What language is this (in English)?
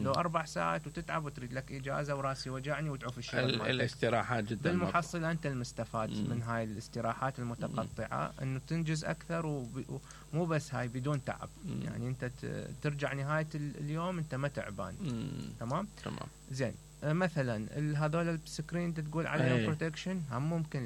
Mesopotamian Arabic